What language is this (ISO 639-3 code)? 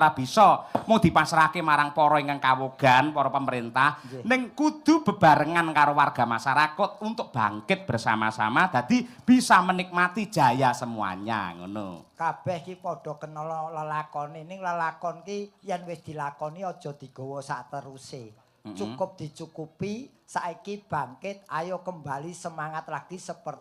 jav